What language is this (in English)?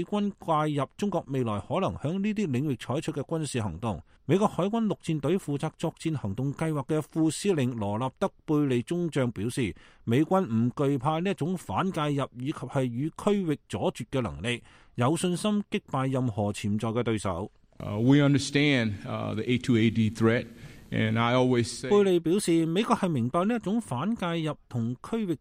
Cantonese